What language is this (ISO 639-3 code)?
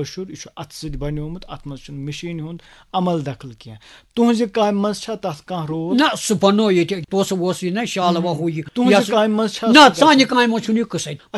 kas